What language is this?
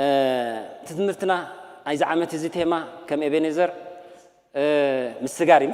Tigrinya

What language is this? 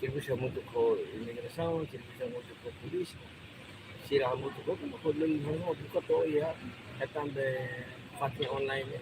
Tetum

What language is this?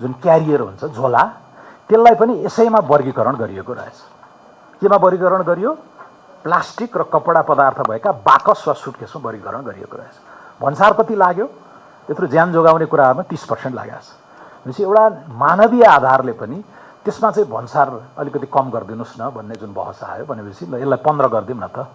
Nepali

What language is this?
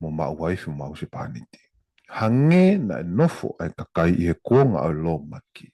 Tongan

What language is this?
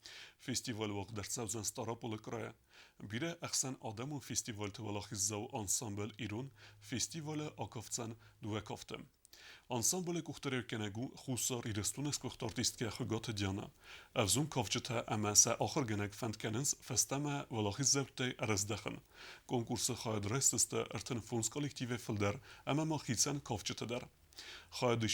Ossetic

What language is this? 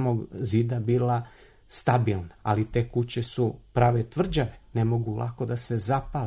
Serbian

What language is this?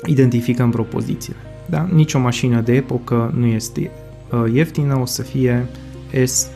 Romanian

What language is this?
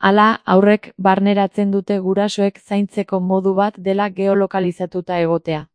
Basque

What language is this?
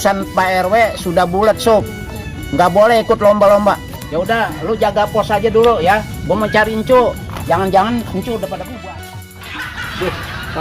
Betawi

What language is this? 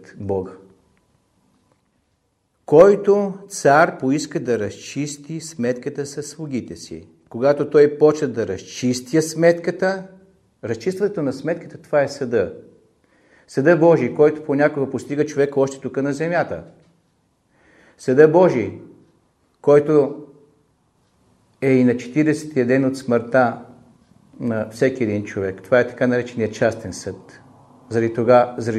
Bulgarian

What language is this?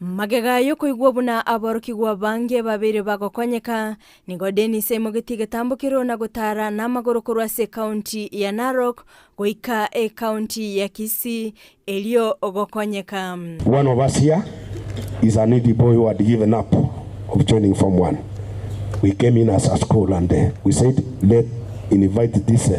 Gusii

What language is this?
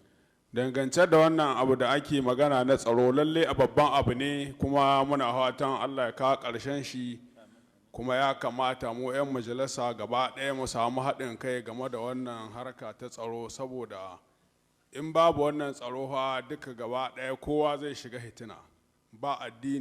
Hausa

